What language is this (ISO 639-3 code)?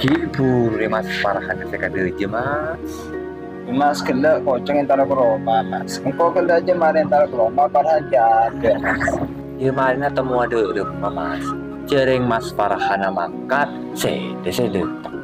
mad